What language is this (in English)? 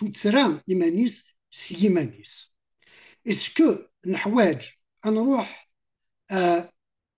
Kabyle